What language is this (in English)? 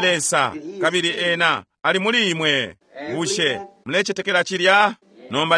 Bemba